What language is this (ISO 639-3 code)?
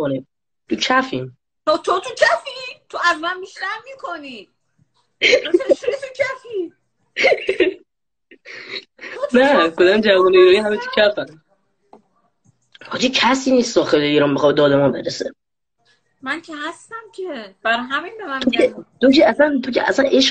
fas